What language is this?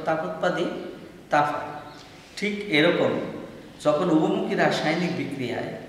Bangla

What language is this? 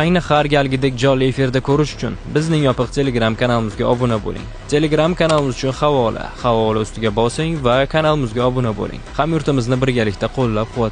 Uzbek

